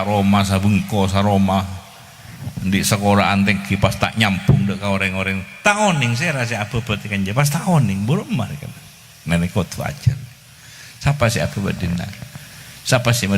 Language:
Madurese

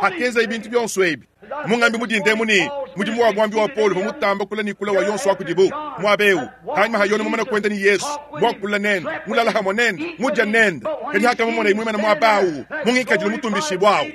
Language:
Luba-Lulua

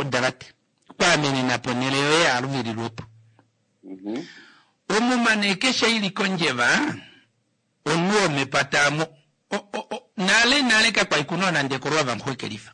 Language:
Kuanyama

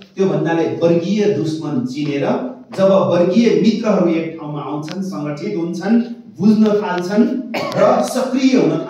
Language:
Nepali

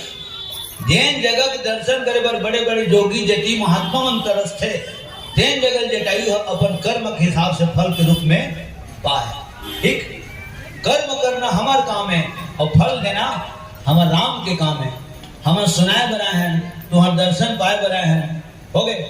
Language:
Chhattisgarhi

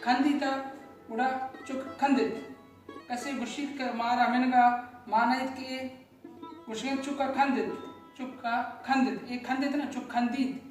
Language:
Baluchi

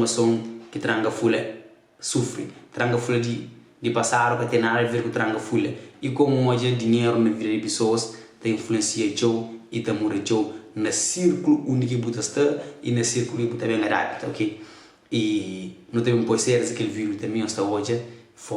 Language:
Kabuverdianu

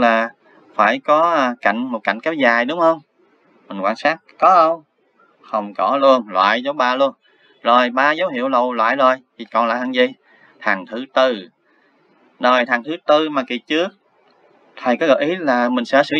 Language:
Vietnamese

